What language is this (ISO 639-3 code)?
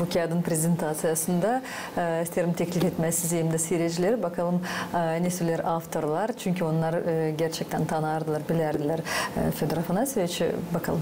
gag